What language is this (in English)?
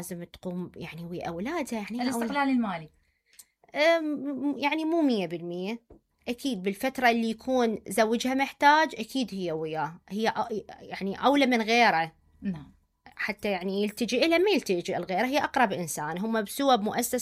Mesopotamian Arabic